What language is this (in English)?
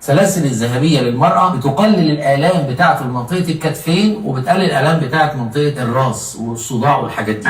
Egyptian Arabic